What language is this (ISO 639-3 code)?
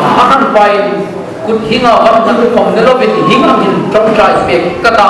hmr